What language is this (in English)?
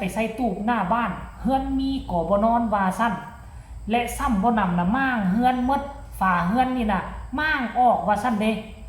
Lao